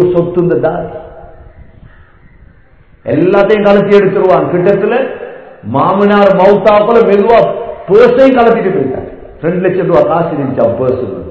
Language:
Tamil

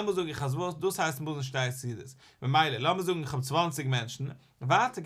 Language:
Yiddish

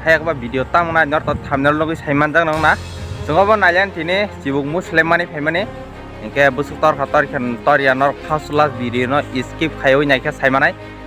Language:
Kok Borok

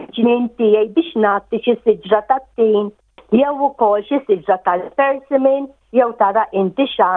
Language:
Maltese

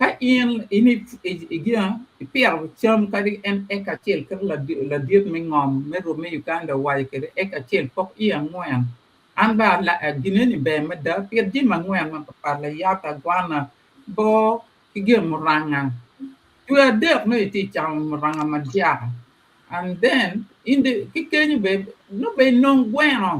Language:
Acoli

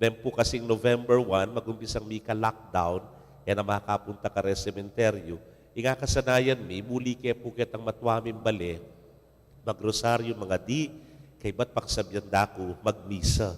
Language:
Pampanga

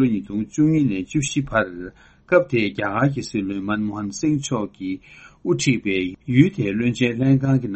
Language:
Tibetan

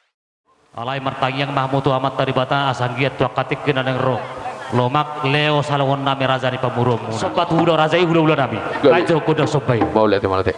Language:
Batak Toba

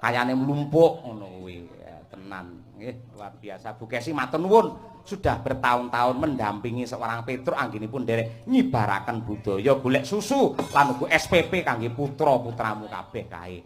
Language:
Javanese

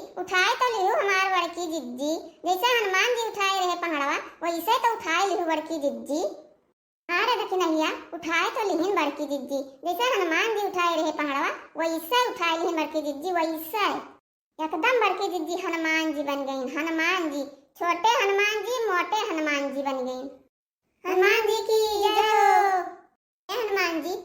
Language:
Awadhi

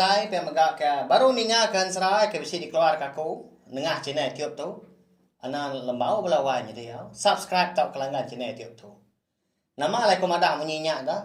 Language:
Iban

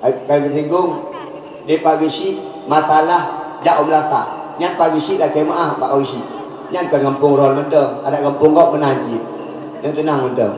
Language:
Achinese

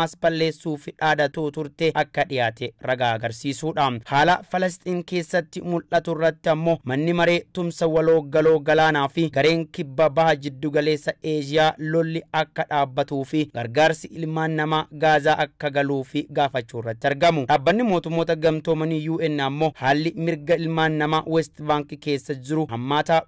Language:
Oromo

